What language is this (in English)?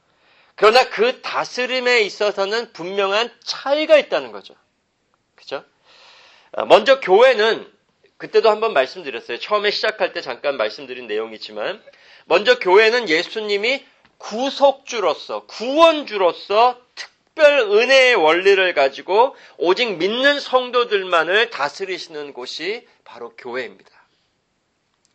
Korean